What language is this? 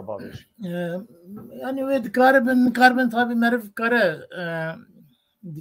Kurdish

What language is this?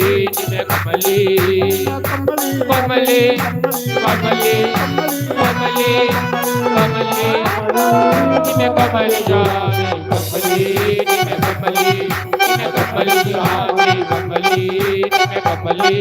Dogri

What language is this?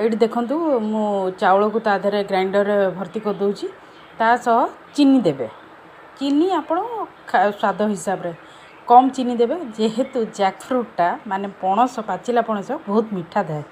Odia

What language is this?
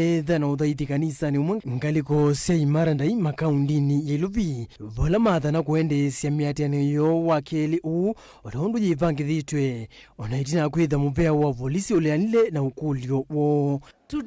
Kamba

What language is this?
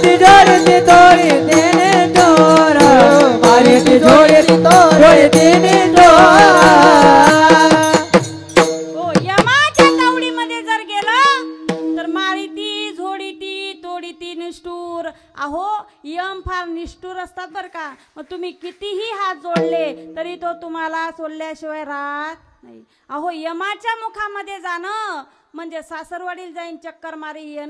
Marathi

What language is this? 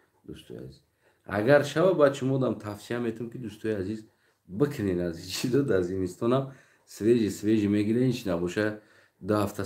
Tajik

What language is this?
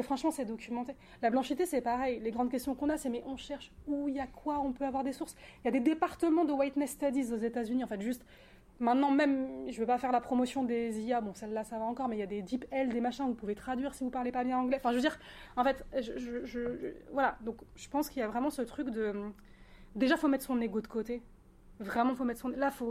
French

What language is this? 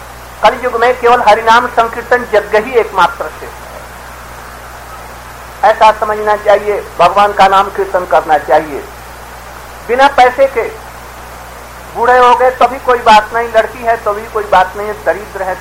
Hindi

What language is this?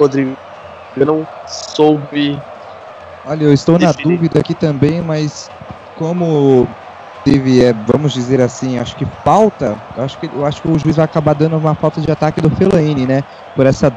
Portuguese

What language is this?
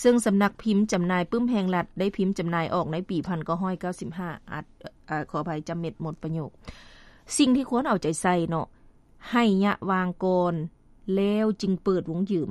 Lao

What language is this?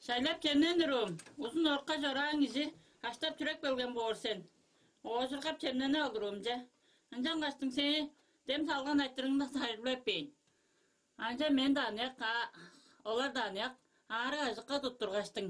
Tuvinian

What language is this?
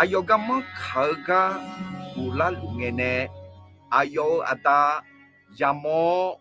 Akha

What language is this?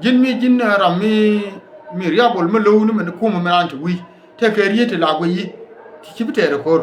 Nuer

